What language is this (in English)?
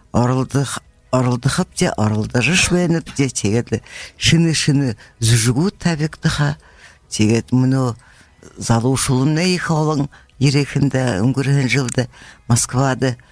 Buriat